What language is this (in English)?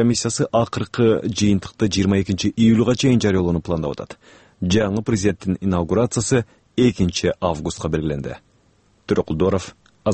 Kyrgyz